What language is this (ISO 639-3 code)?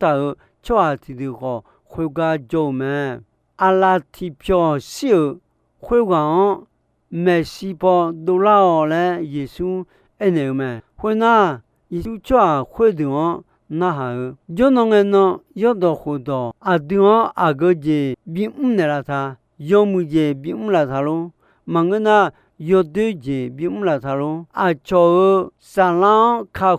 ahk